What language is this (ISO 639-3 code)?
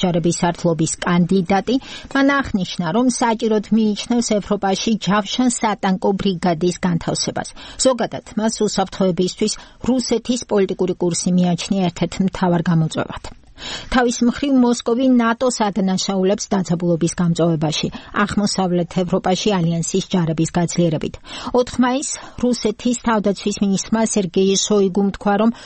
kat